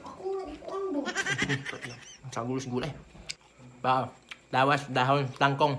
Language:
Cebuano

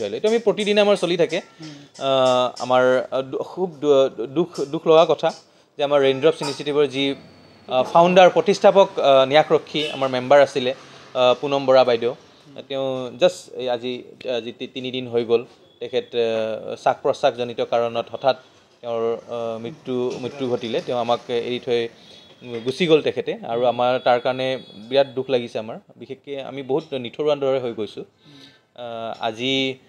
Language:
Assamese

